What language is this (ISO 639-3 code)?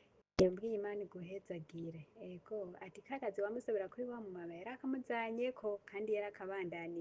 run